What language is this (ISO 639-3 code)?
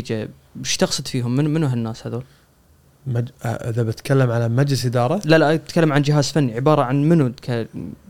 afb